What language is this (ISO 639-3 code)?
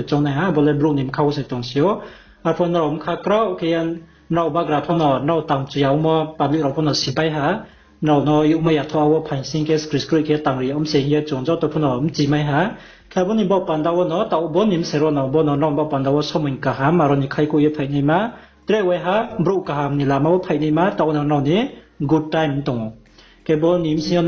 ria